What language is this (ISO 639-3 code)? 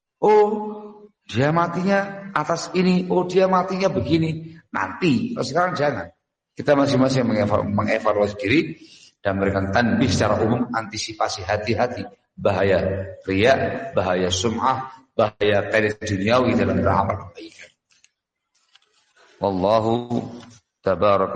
ind